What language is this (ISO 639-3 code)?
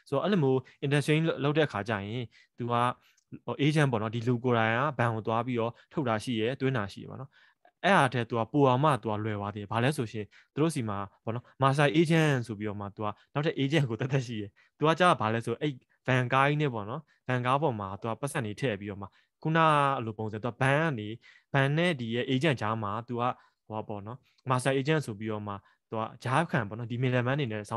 mya